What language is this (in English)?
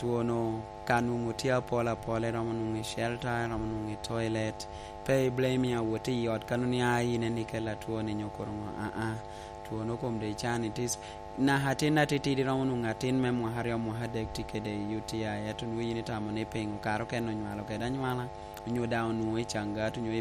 Lango (Uganda)